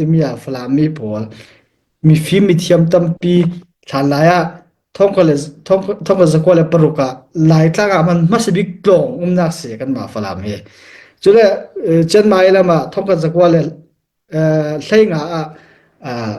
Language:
Falam Chin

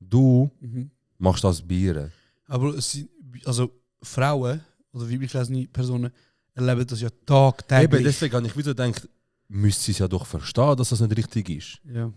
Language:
Swiss German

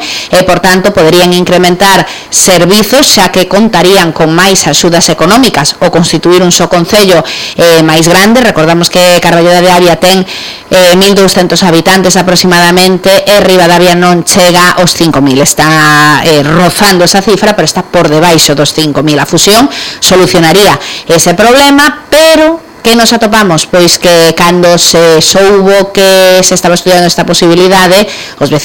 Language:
Galician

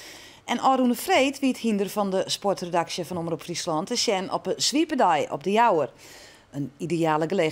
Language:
Western Frisian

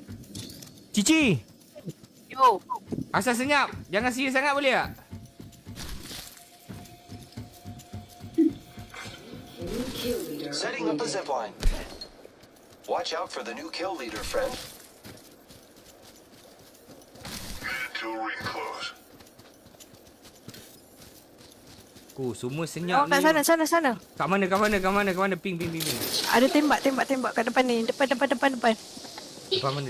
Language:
Malay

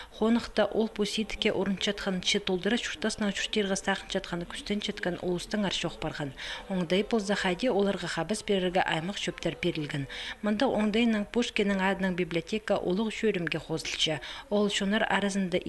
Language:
Khakas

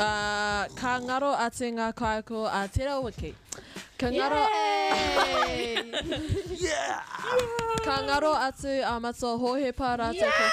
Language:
Māori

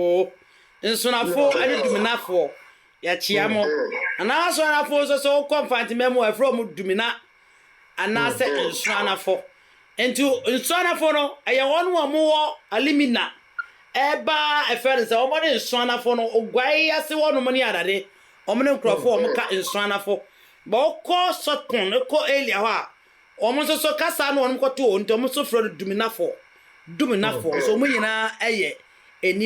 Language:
Akan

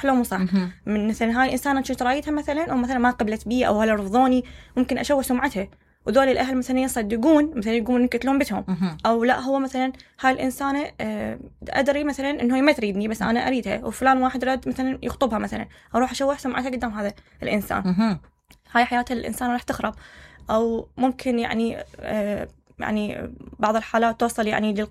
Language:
Mesopotamian Arabic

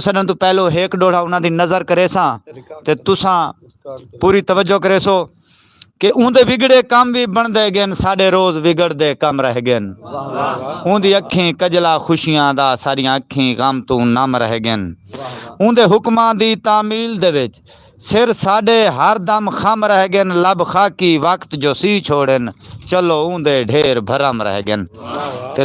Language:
Saraiki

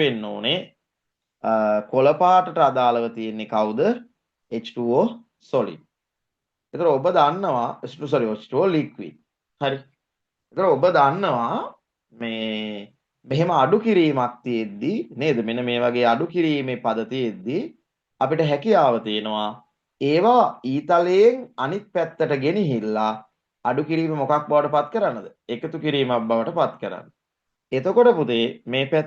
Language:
Sinhala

